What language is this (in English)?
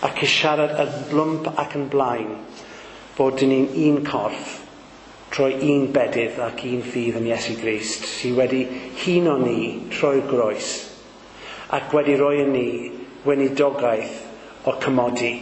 Welsh